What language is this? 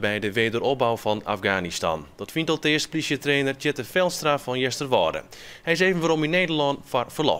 Western Frisian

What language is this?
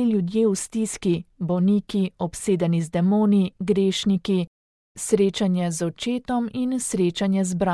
Slovenian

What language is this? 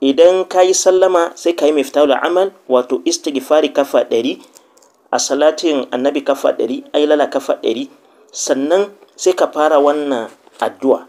Hausa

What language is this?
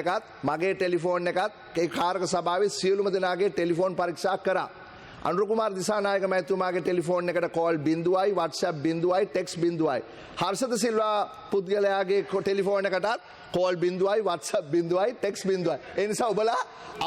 Sinhala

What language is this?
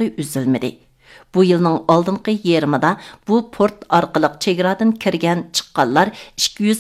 Uyghur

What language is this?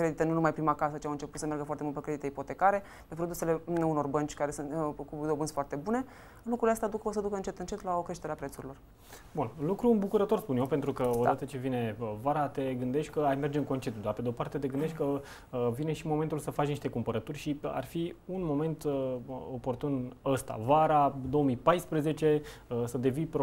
Romanian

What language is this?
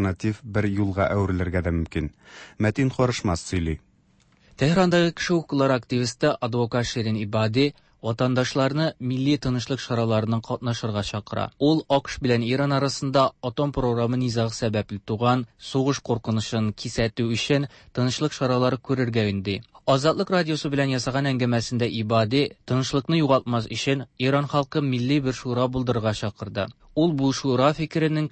Tatar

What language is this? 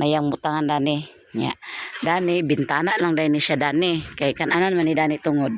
Cebuano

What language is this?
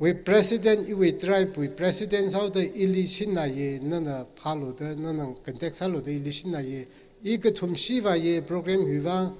Tangkhul Naga (India)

